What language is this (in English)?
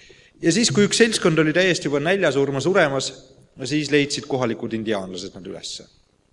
Estonian